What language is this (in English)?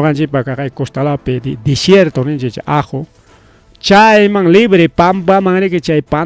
Ayacucho Quechua